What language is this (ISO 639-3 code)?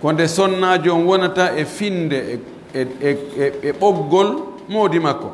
fuf